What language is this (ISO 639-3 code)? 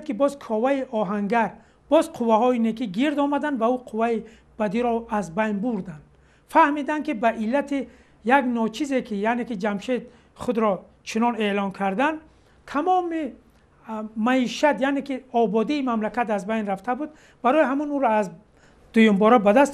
tgk